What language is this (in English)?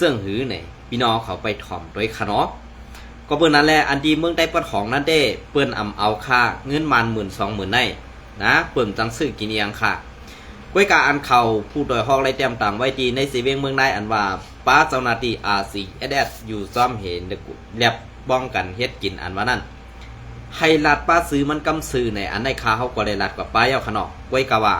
Shan